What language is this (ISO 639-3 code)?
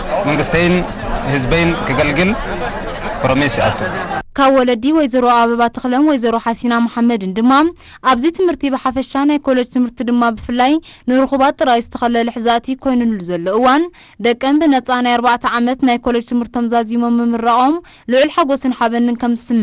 tir